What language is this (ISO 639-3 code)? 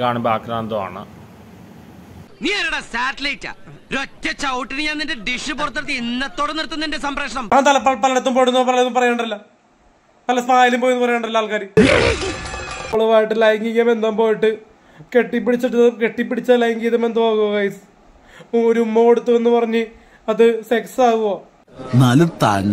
mal